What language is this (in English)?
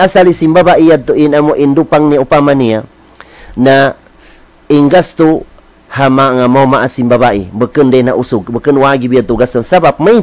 Tausug